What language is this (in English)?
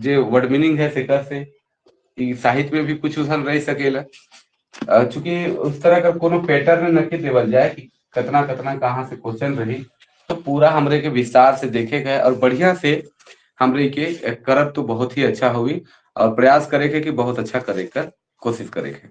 Sadri